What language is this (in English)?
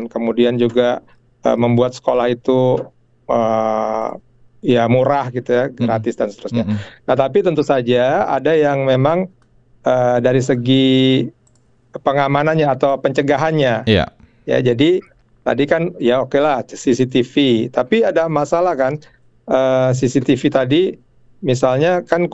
Indonesian